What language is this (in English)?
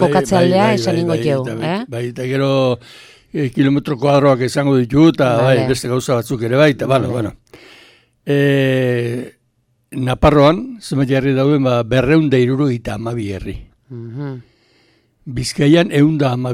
Basque